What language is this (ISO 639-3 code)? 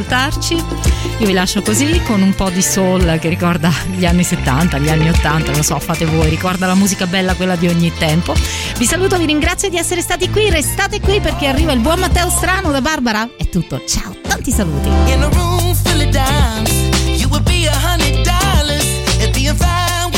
ita